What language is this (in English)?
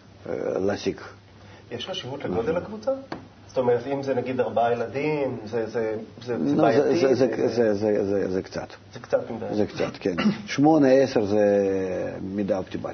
Hebrew